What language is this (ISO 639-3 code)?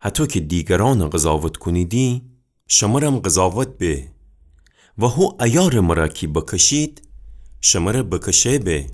glk